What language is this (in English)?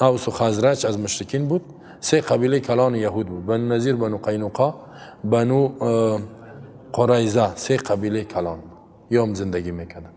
Persian